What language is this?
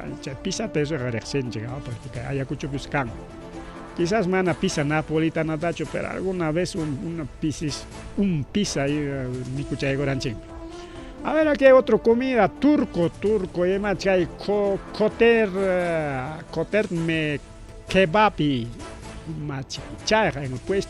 Ayacucho Quechua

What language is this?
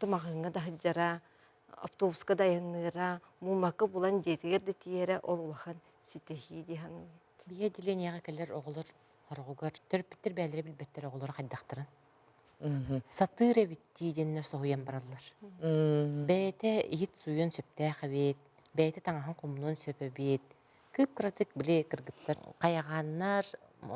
Yakut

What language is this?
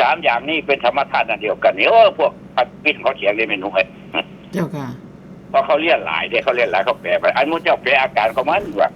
Northeastern Thai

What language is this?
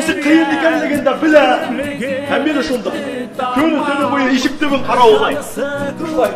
Bashkir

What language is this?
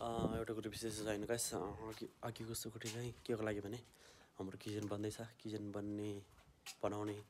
Nepali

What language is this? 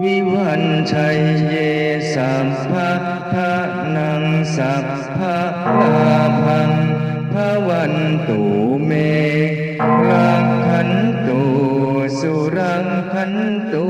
Pali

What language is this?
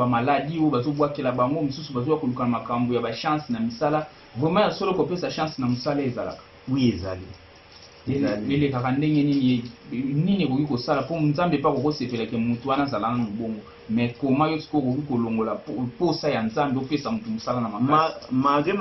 Lingala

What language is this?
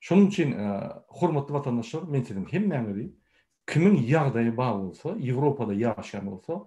Turkmen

